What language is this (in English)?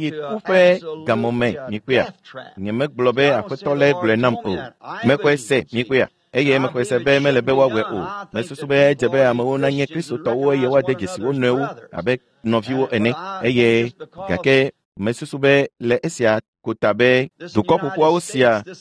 Ewe